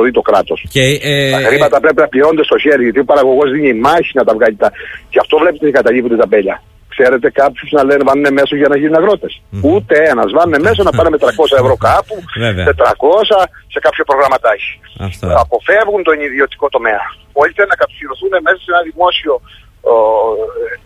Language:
Greek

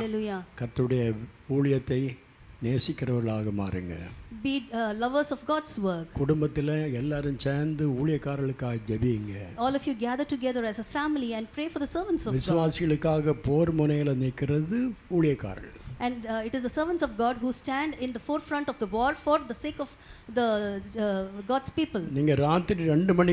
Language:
Tamil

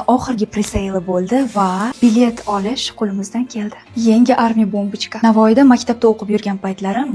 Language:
Uzbek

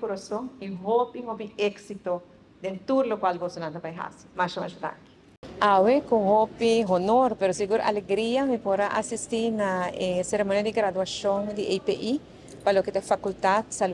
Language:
Papiamento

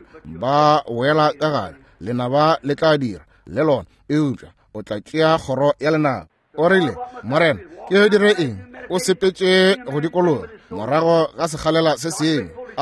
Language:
Northern Sotho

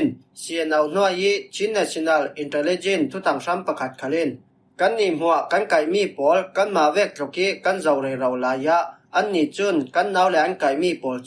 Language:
Falam Chin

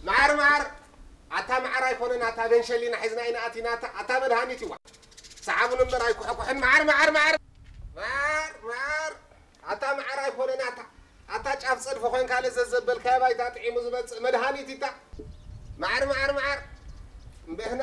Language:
Tigrinya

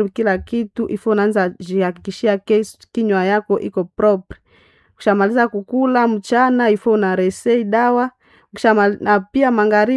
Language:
Swahili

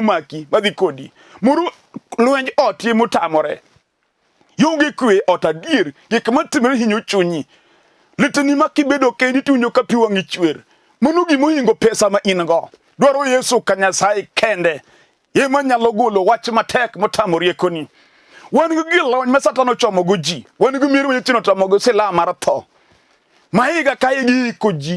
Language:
Luo (Kenya and Tanzania)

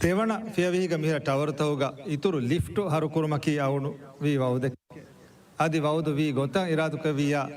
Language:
Divehi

